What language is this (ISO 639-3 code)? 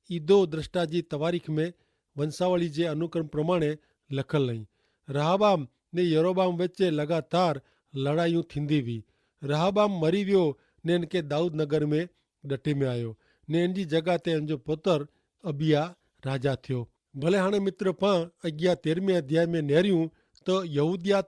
kfr